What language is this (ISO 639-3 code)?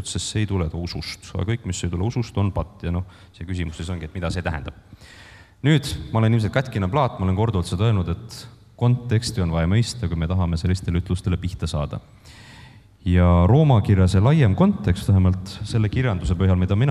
est